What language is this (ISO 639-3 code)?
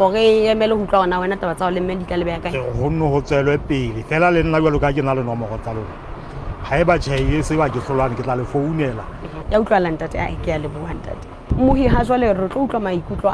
sot